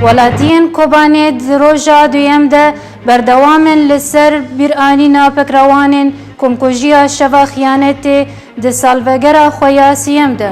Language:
Kurdish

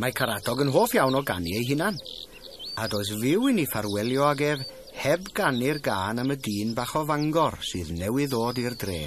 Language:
Welsh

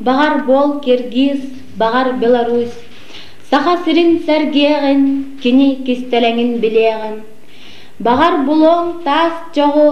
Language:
Yakut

